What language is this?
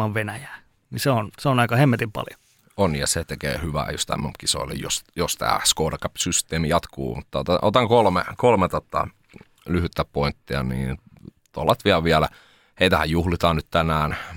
Finnish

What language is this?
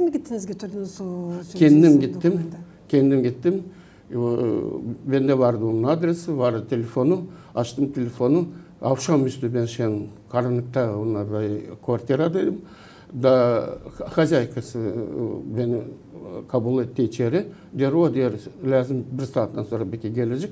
Gagauz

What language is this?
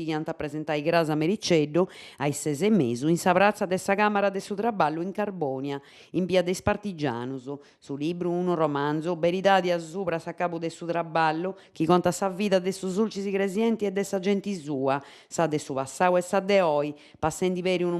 Sardinian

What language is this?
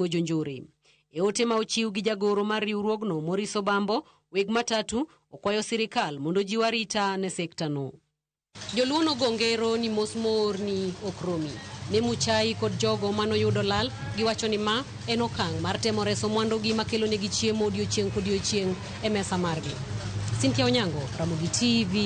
Luo (Kenya and Tanzania)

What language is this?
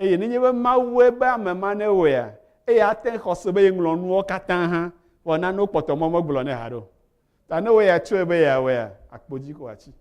Ewe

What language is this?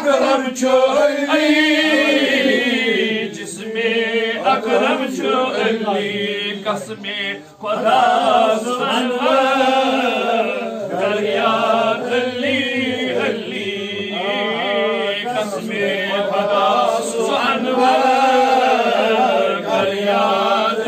Kashmiri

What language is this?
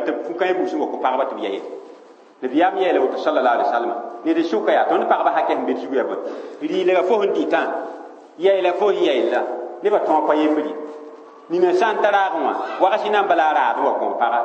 Mossi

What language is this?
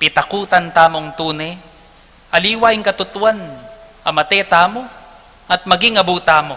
Pampanga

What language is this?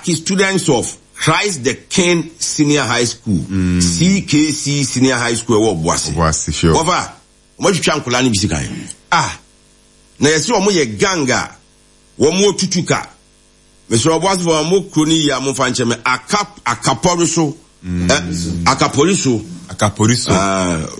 Akan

